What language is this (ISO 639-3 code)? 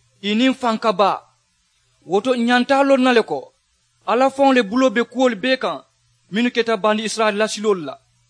man